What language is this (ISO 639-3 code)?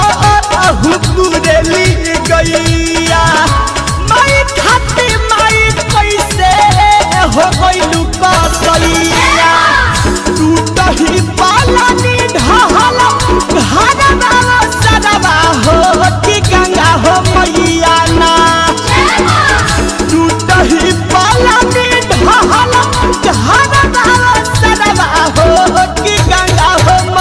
bho